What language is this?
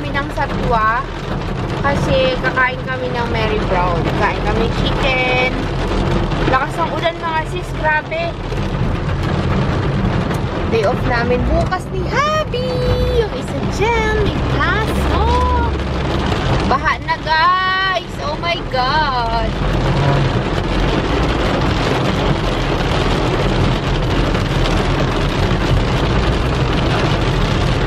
Filipino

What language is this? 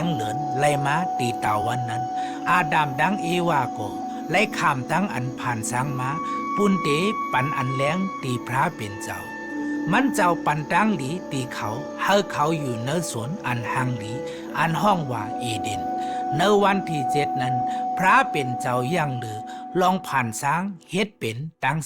Shan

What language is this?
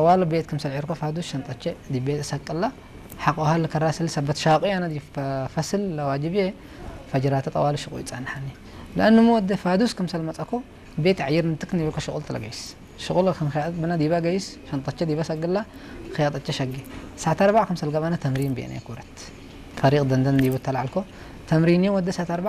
Tigrinya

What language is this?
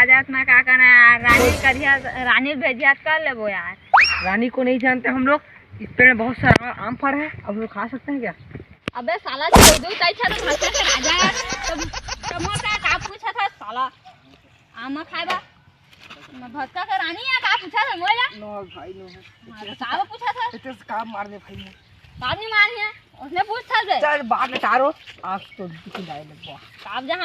Chhattisgarhi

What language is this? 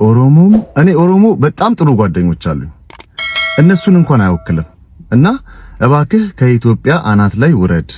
Amharic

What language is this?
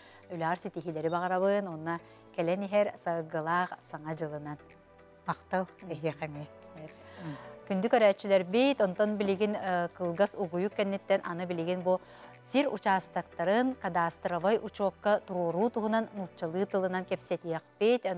Yakut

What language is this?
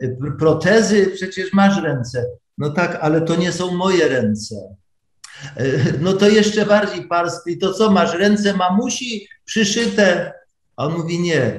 Polish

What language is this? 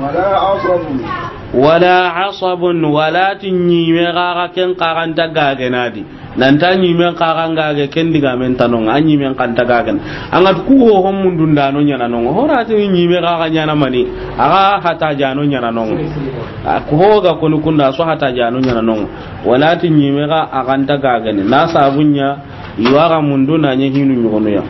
Soninke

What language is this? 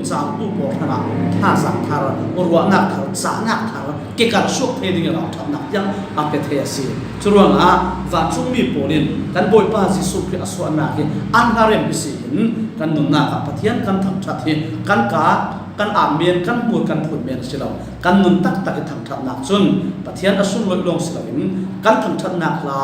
Falam Chin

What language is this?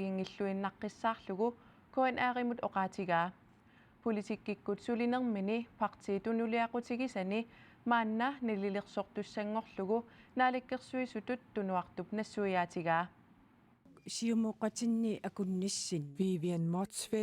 Kalaallisut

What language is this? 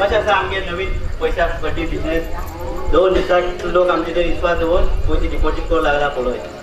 Konkani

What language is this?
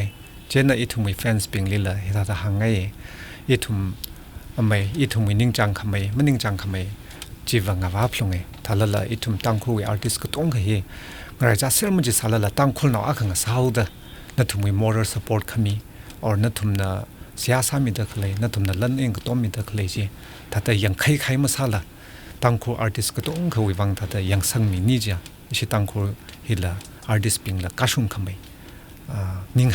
Tangkhul Naga (India)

